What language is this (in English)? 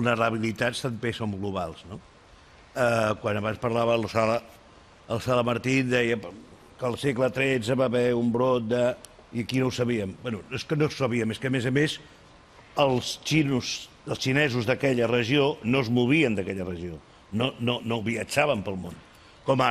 Catalan